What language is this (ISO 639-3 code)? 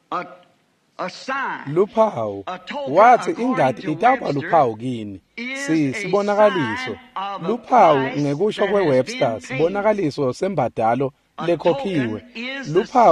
ssw